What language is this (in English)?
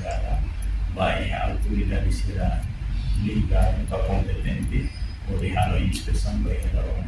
Tetum